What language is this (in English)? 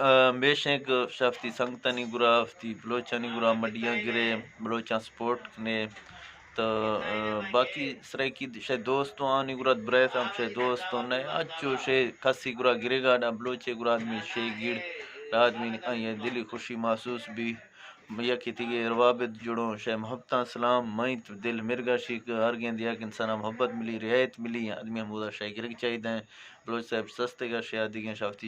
Eastern Balochi